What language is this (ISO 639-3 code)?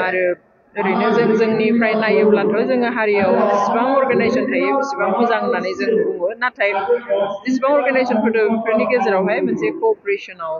brx